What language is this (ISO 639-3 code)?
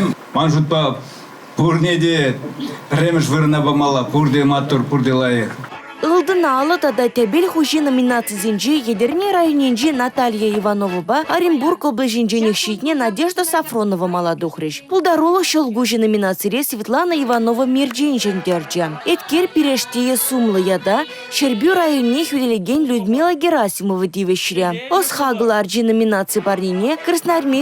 chv